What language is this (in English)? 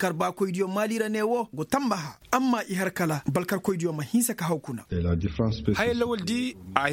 Koyraboro Senni